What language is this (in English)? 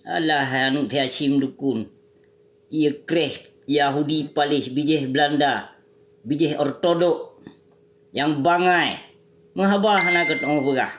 Achinese